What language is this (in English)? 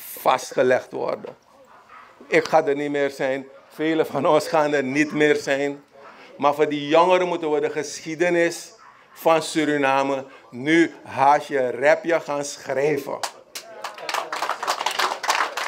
Dutch